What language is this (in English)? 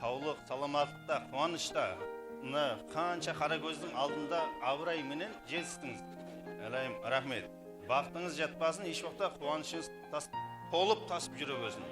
Kara-Kalpak